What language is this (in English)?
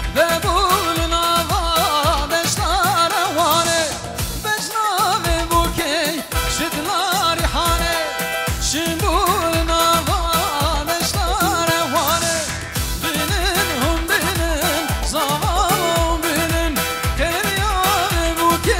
Kurdish